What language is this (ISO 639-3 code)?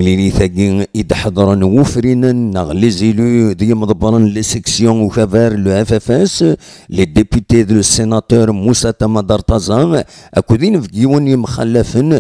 kab